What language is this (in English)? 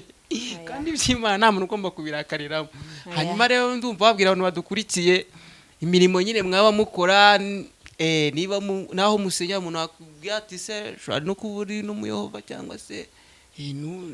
Kinyarwanda